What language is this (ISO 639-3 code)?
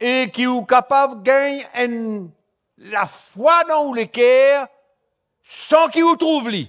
mfe